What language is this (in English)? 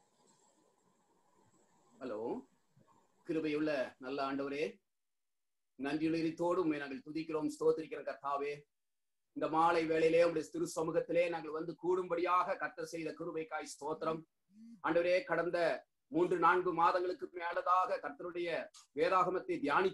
Tamil